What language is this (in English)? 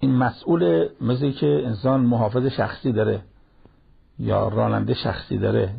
Persian